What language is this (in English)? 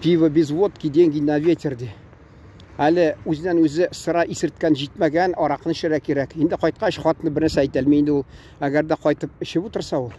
Tatar